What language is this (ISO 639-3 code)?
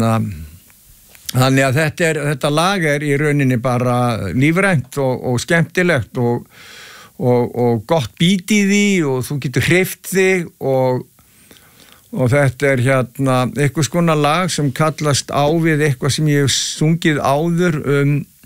isl